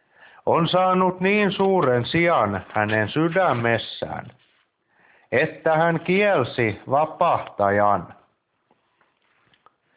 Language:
Finnish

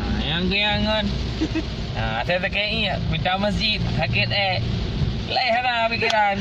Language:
Achinese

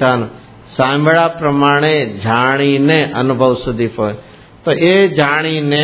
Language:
Gujarati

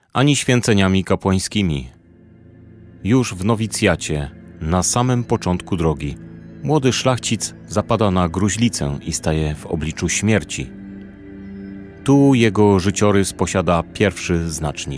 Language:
Polish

